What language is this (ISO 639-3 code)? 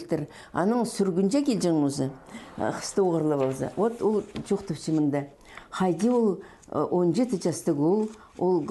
kjh